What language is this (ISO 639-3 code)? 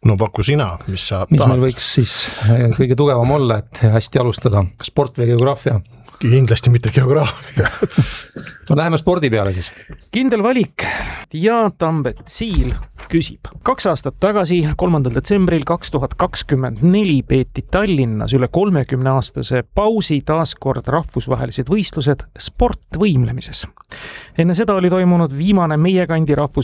est